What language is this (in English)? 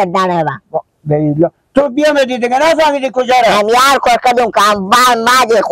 Persian